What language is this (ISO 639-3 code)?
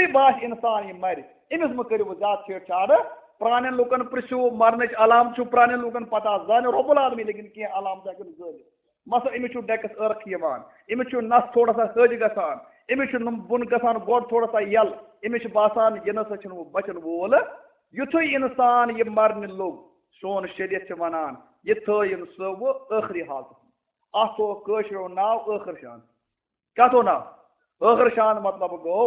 kas